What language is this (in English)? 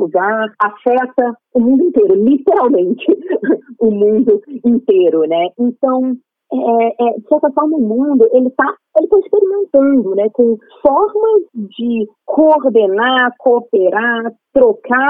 Portuguese